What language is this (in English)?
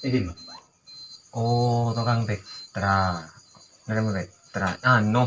Madurese